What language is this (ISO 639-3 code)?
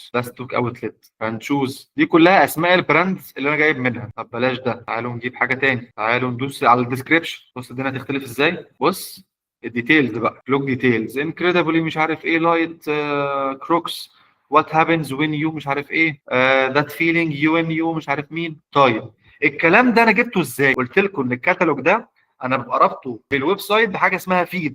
arz